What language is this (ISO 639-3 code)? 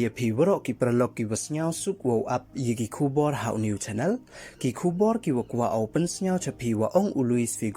pbv